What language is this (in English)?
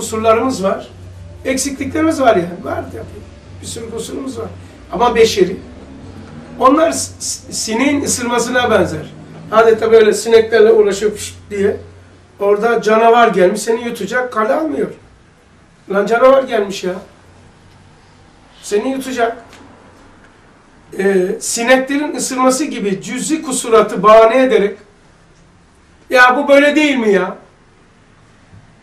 Turkish